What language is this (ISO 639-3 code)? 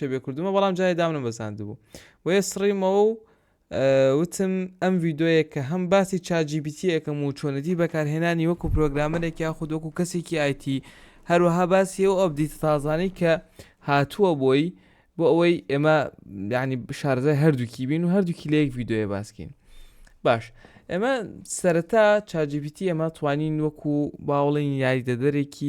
ckb